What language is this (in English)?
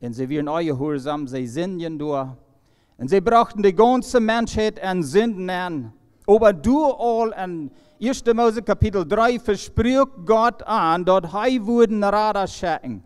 Plautdietsch